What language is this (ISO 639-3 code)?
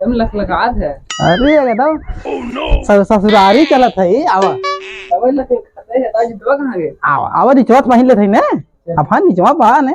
awa